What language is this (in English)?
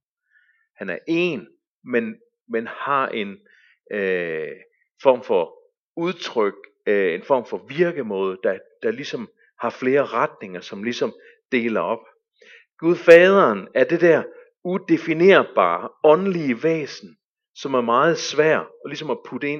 Danish